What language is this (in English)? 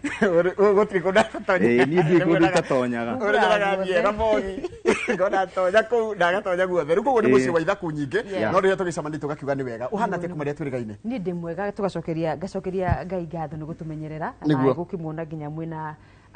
Kikuyu